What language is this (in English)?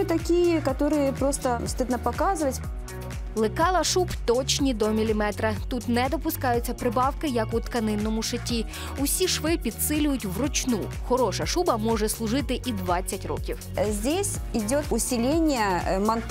Ukrainian